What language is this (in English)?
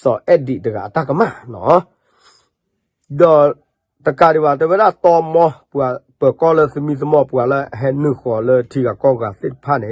S'gaw Karen